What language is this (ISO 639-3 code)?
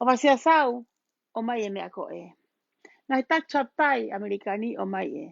ton